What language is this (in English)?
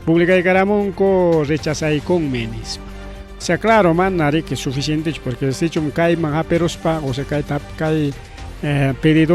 Ayacucho Quechua